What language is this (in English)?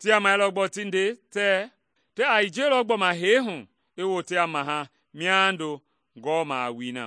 Mende